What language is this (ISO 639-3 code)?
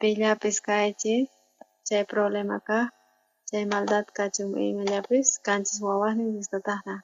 quh